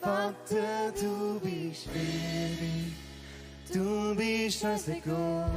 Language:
Swiss German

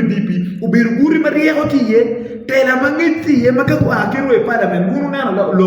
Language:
Acoli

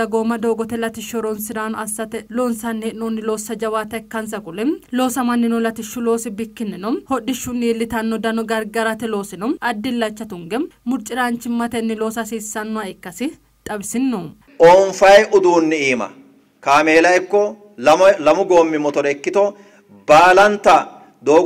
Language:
Sidamo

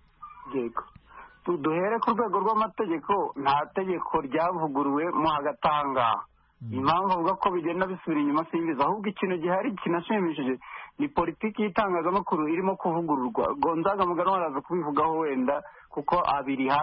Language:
Kinyarwanda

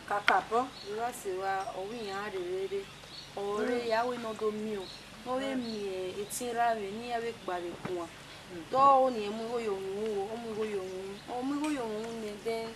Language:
Bini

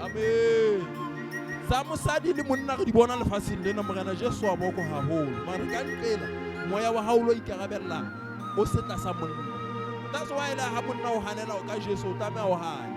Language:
Southern Sotho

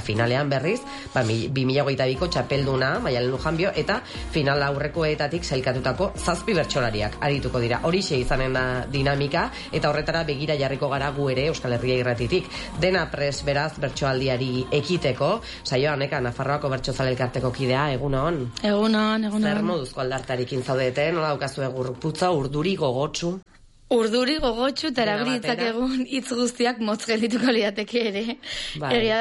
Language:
Basque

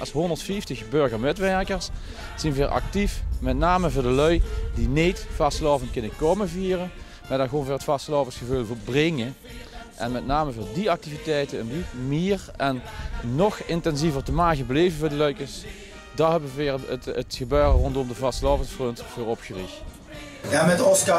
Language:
Limburgish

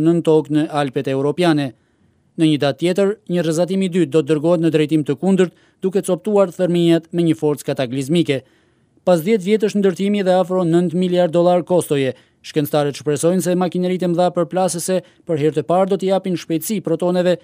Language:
Albanian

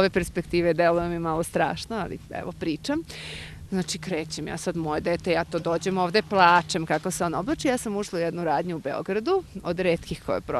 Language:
Serbian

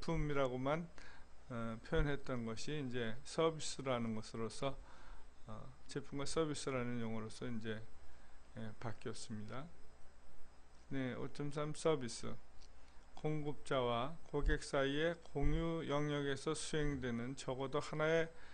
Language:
Korean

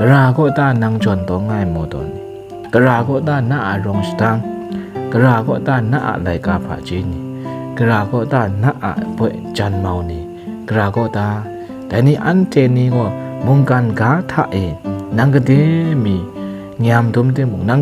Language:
Kachin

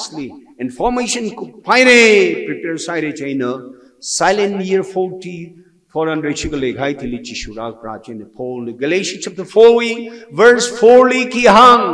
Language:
Tangkhul Naga (India)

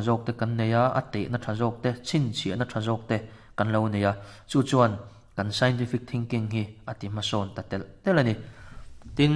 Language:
Mizo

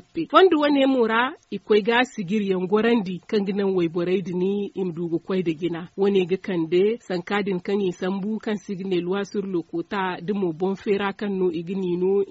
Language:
Zarma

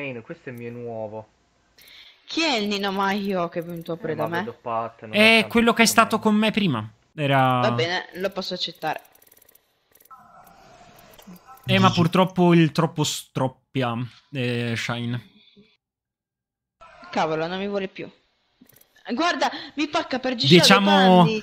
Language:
Italian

